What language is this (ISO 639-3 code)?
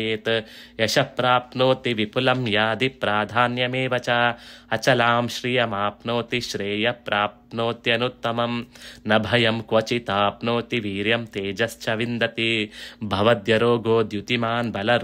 san